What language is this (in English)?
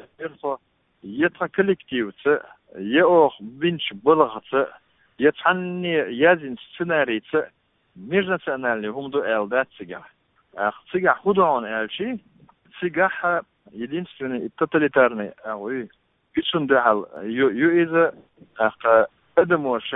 Chechen